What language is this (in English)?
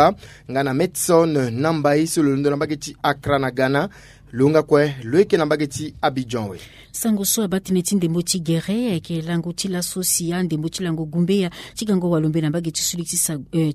Sango